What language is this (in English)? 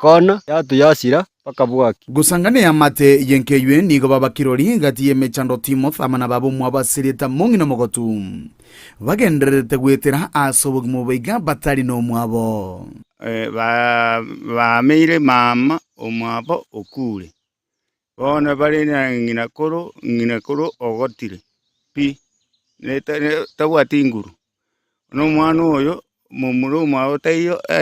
Gusii